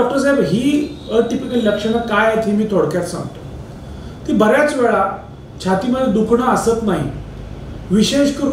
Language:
Marathi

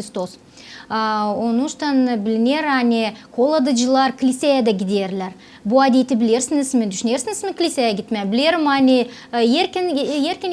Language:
Gagauz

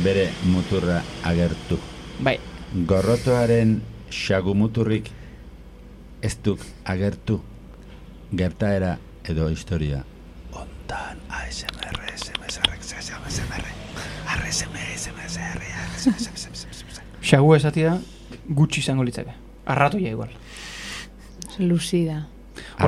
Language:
Basque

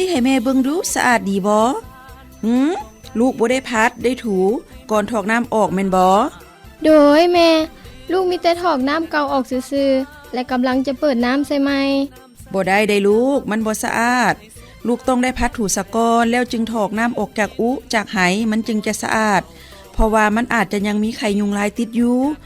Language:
Lao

